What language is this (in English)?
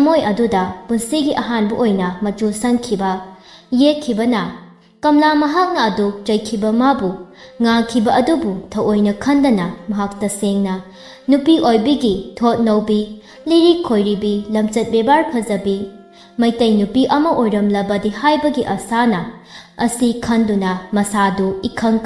Manipuri